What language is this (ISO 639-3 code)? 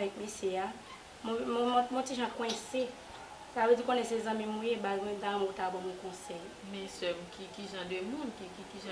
hat